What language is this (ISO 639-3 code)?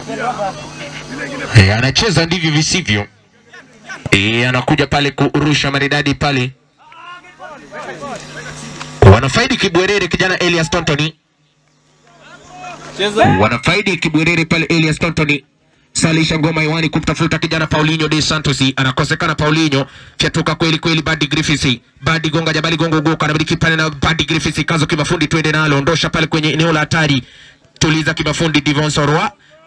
swa